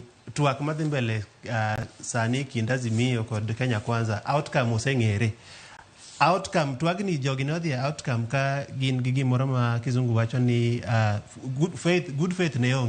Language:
Luo (Kenya and Tanzania)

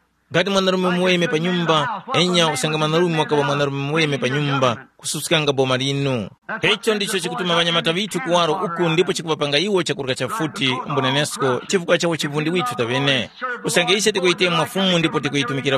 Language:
Tumbuka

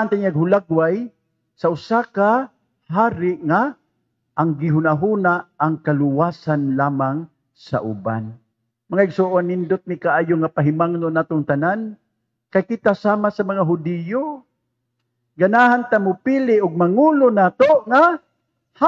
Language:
Cebuano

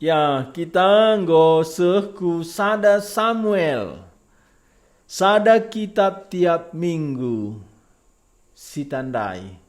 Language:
Batak Karo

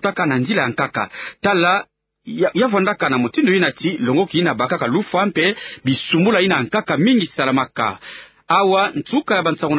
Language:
Kituba (Democratic Republic of Congo)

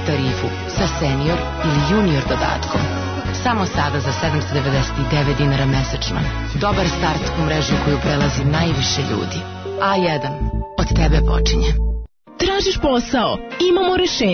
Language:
Serbian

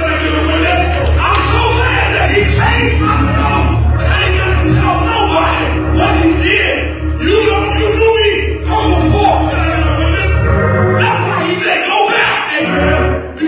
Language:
English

